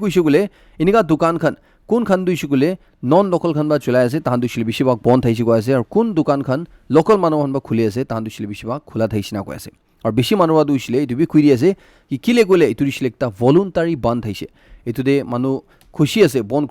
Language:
Naga Pidgin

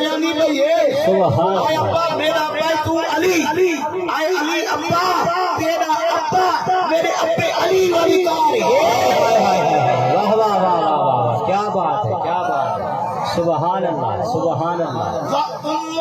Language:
Saraiki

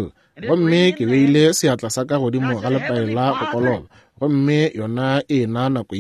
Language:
Northern Sotho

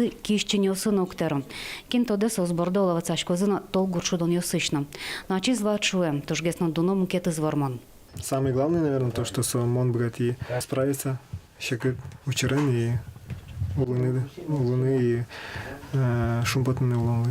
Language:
Udmurt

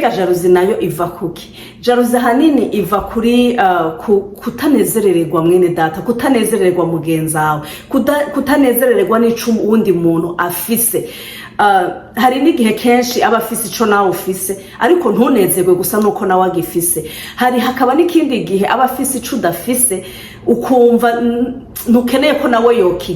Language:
Rundi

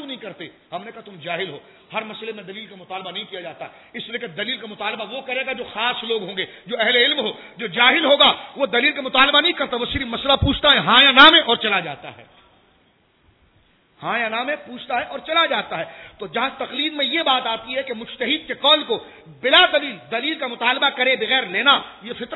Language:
Urdu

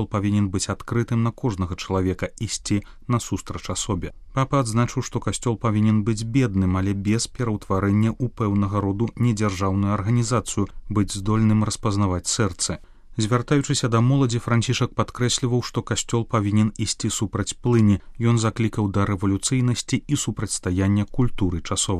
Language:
Belarusian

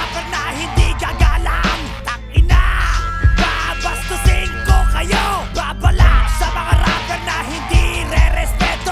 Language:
Filipino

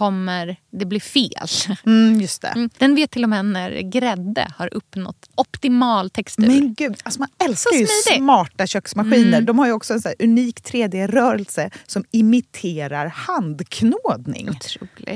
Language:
Swedish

